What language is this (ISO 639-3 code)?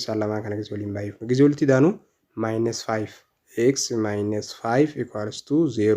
orm